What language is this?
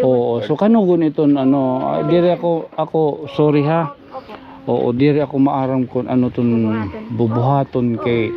Waray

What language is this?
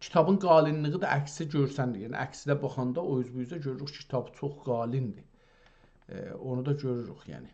South Azerbaijani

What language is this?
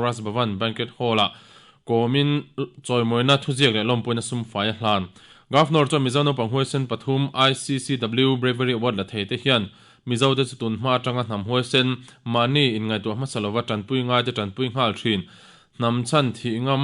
Mizo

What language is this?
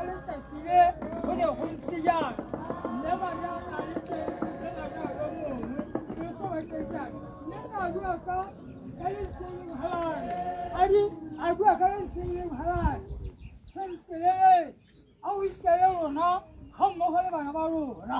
Tswana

